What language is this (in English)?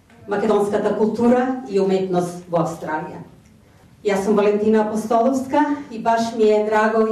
Macedonian